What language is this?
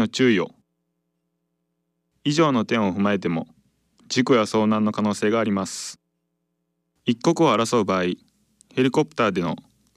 Japanese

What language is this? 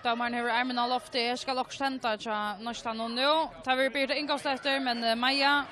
Faroese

